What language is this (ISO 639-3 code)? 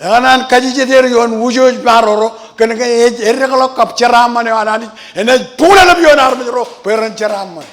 mah